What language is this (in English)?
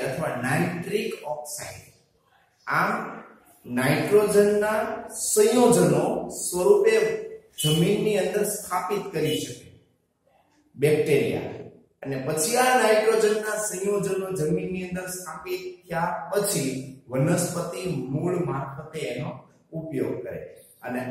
Gujarati